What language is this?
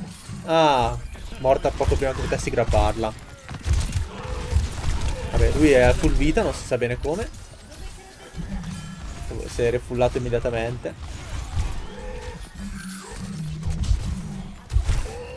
Italian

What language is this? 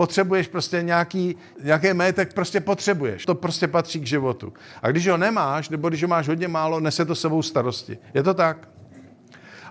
Czech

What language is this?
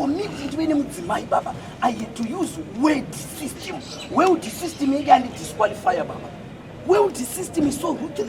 Shona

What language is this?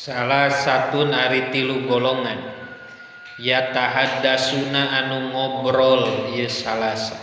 Sundanese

